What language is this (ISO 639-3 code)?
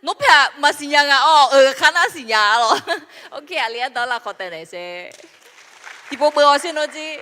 ahk